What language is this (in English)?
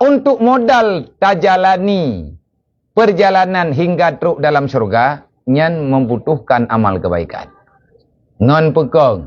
Achinese